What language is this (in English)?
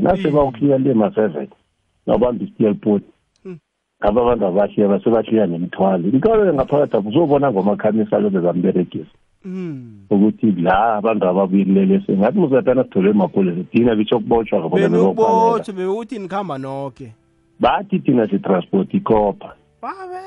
South Ndebele